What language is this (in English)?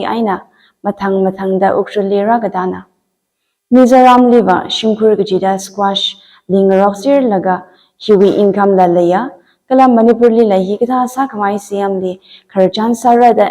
Tangkhul Naga (India)